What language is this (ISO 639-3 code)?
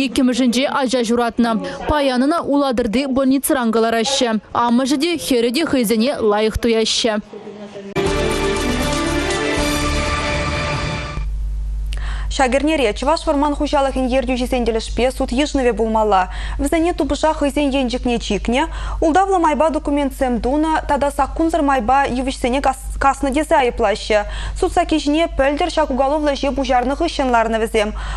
chv